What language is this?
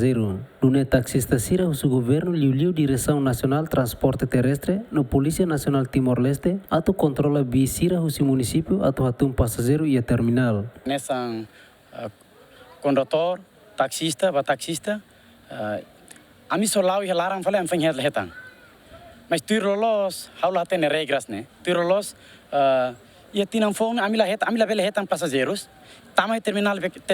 Tetum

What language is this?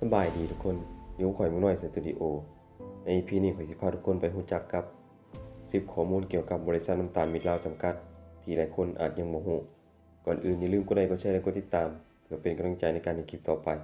Lao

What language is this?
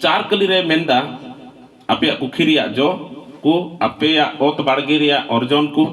Santali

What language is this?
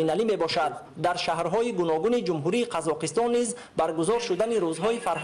Tajik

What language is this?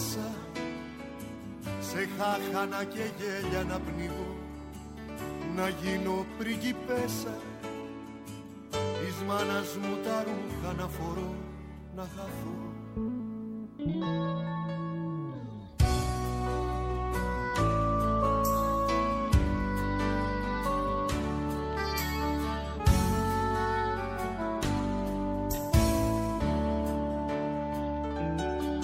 Greek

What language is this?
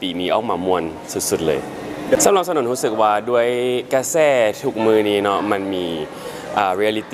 Lao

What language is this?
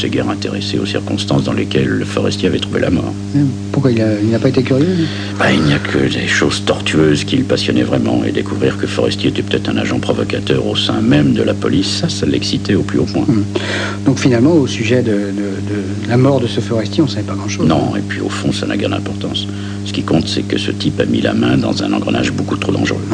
French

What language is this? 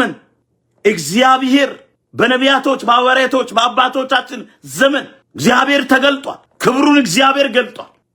Amharic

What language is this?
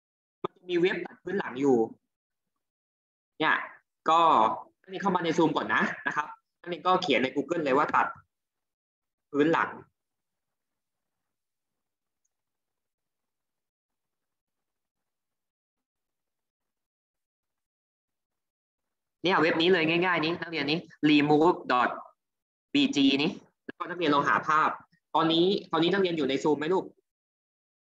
Thai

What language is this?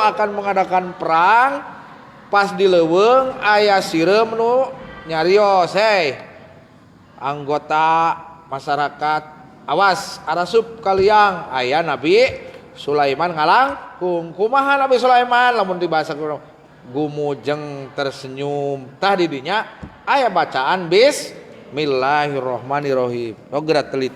Sundanese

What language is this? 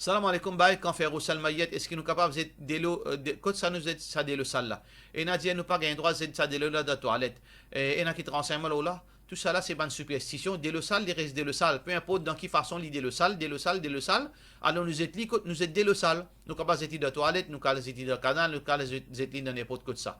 Morisyen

